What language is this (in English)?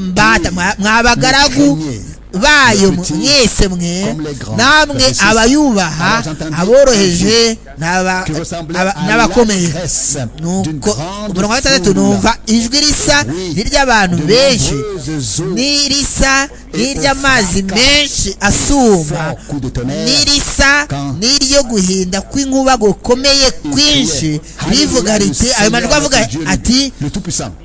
Kinyarwanda